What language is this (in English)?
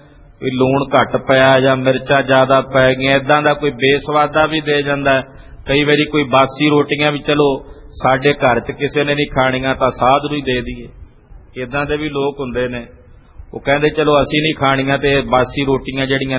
Punjabi